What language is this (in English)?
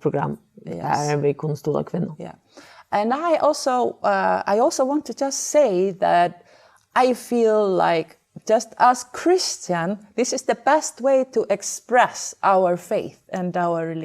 Faroese